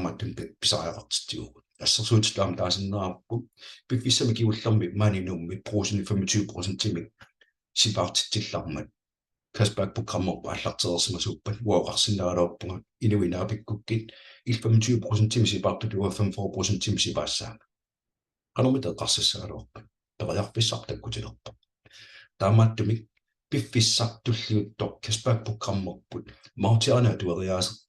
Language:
Kalaallisut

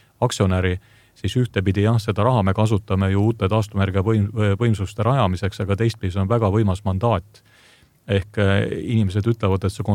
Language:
Estonian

